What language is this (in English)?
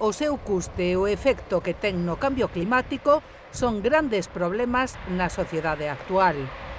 Galician